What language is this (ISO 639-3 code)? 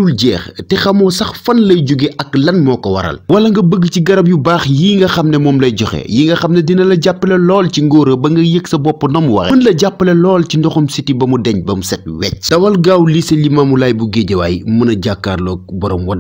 wol